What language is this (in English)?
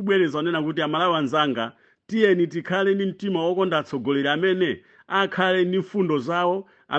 Nyanja